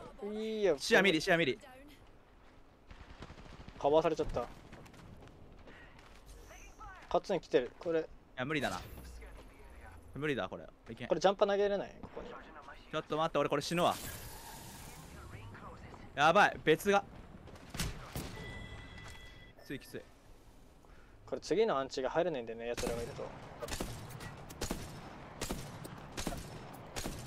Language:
Japanese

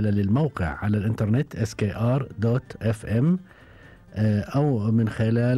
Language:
Gulf Arabic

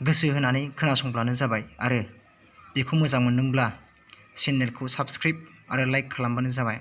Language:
Bodo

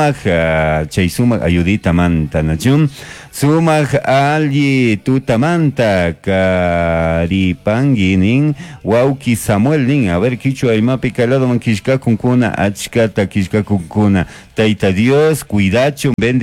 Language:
Chimborazo Highland Quichua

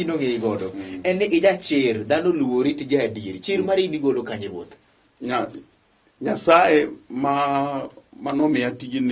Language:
Luo (Kenya and Tanzania)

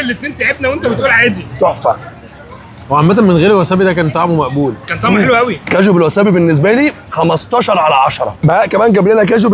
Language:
Egyptian Arabic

